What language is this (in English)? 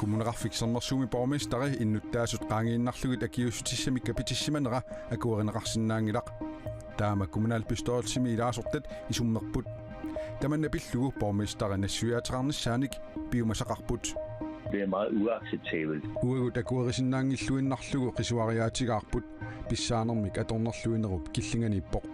Kalaallisut